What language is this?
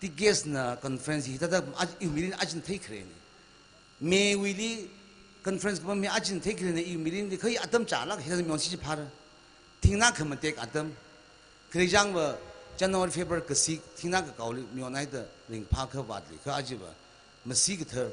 Tangkhul Naga (India)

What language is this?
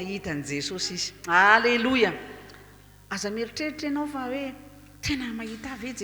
Malagasy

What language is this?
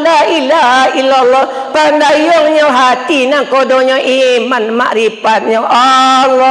Minangkabau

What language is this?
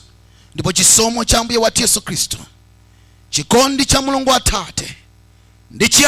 Nyanja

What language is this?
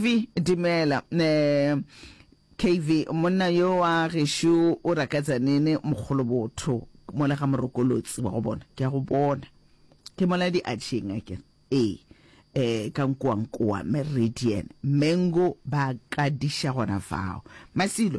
Northern Sotho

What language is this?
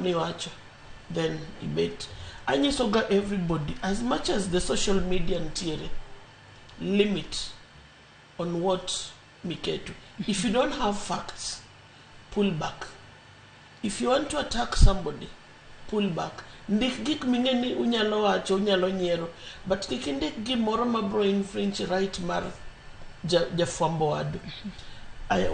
Luo (Kenya and Tanzania)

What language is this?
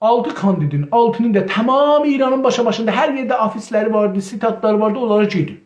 South Azerbaijani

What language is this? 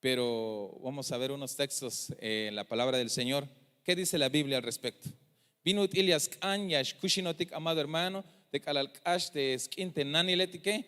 Tzeltal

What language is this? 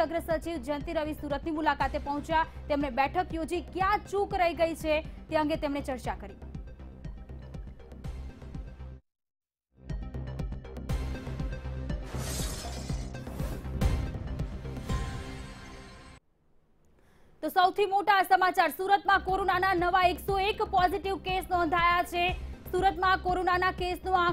Gujarati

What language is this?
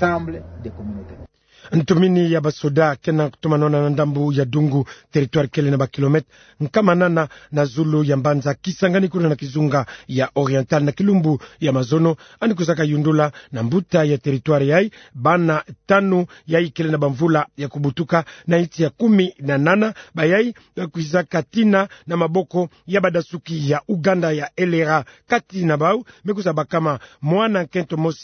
Kituba (Democratic Republic of Congo)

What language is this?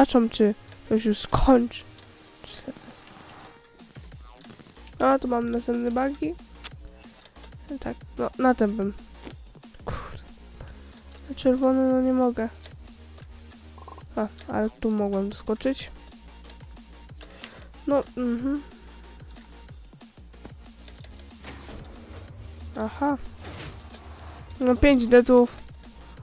Polish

